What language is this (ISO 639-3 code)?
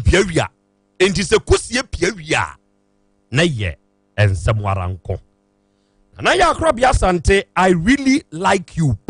aka